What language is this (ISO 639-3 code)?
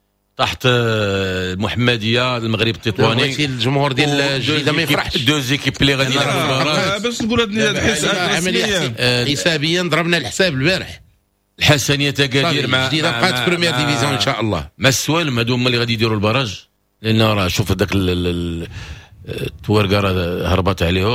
ary